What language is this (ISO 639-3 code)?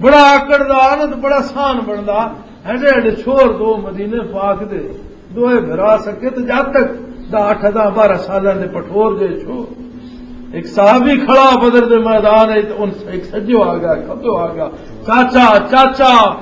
lah